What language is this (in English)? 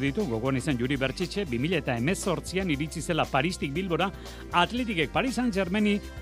Basque